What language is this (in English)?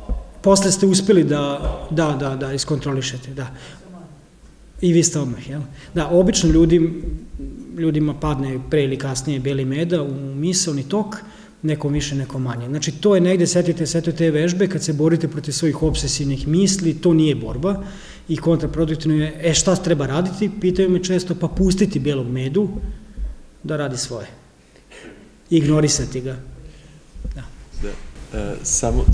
Serbian